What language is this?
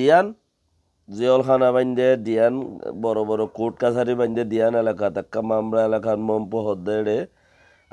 Rohingya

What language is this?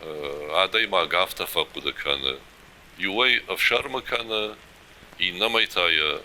Ossetic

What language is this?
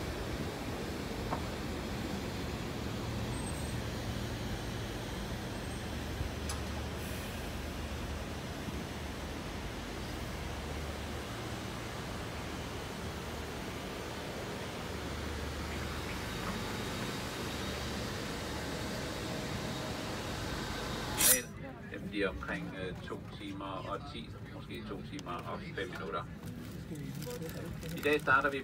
Danish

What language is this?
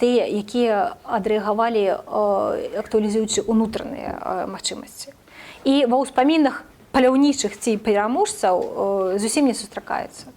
Belarusian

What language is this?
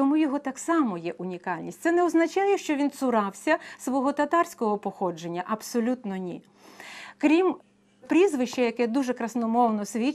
Ukrainian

